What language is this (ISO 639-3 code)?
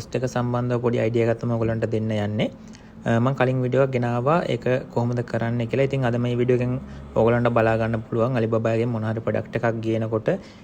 sin